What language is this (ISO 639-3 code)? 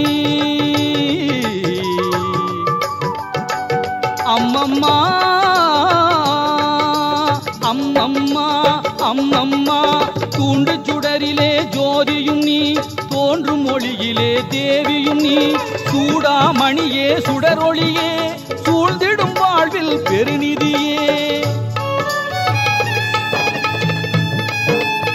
tam